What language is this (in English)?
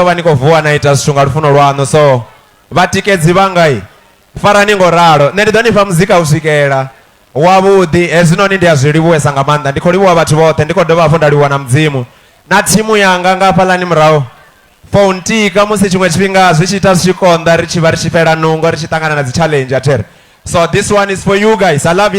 Venda